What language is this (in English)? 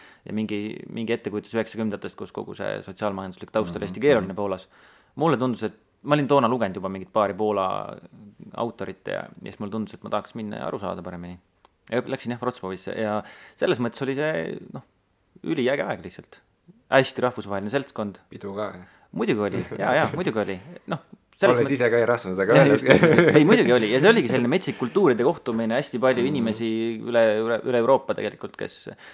Estonian